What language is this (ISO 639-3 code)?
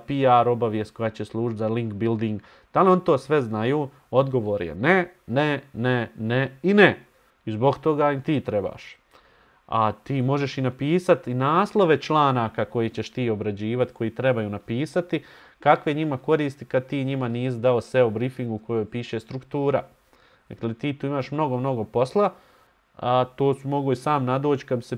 bos